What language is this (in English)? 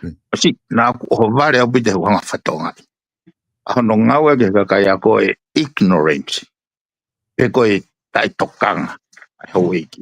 Tongan